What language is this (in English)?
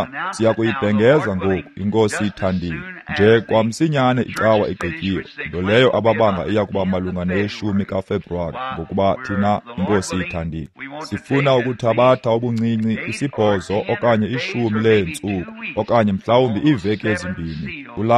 Xhosa